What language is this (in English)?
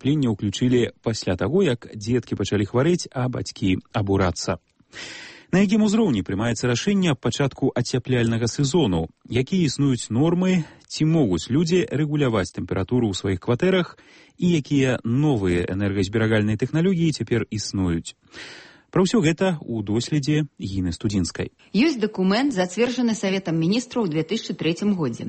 Belarusian